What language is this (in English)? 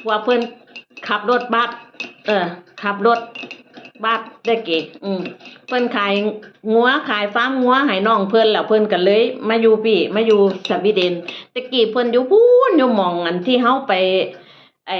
Northeastern Thai